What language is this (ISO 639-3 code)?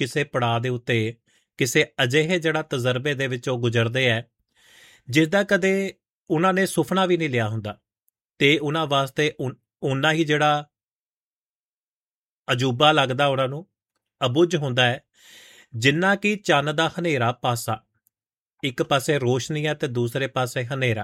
pan